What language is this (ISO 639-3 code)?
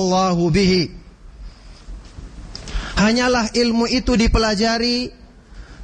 ind